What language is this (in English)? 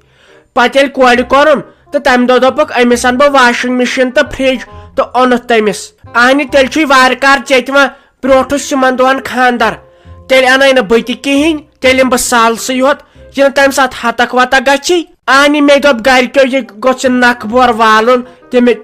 Kashmiri